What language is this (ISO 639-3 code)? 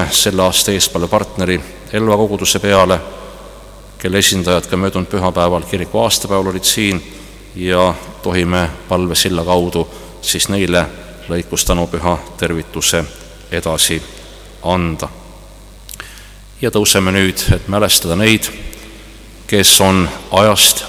est